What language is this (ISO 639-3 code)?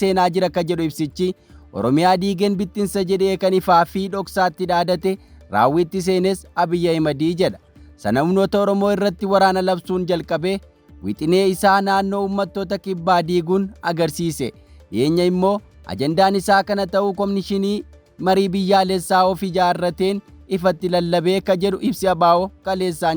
orm